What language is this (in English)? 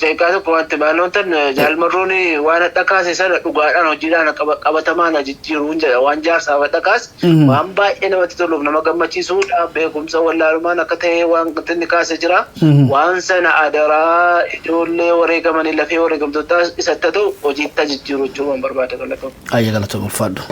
Oromo